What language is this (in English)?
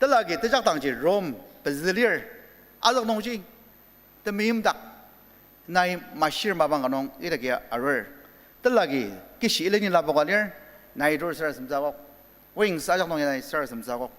Ao Naga